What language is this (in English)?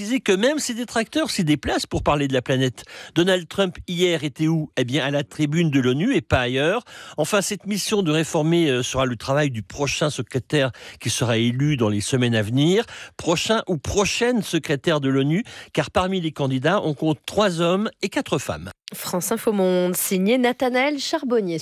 French